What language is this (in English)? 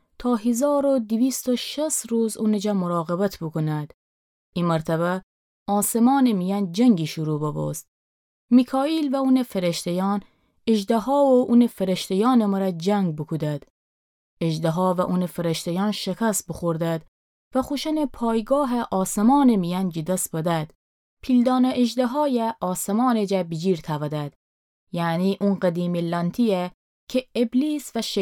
Gilaki